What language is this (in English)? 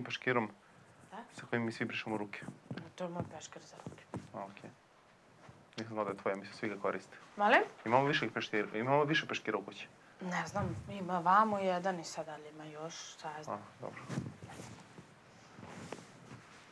Serbian